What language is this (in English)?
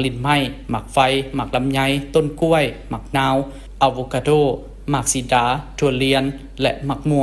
Lao